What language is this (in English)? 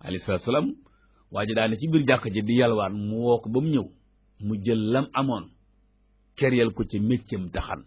Wolof